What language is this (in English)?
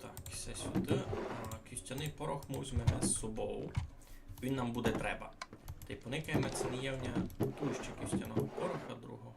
Rusyn